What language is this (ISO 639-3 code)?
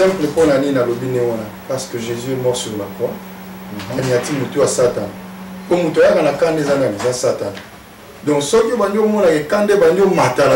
lin